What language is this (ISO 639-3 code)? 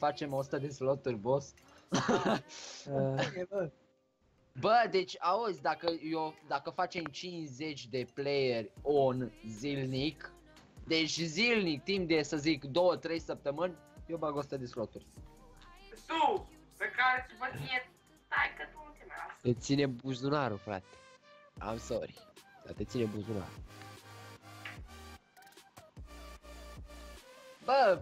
ron